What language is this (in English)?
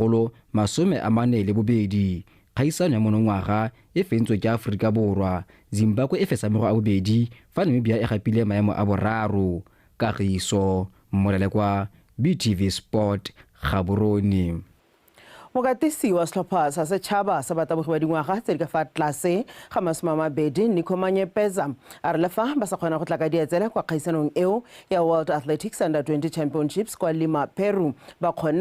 Tswana